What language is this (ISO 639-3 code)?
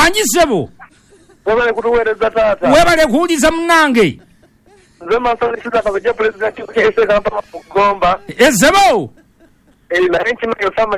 lug